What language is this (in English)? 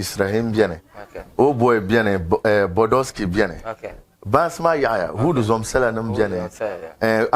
Dagbani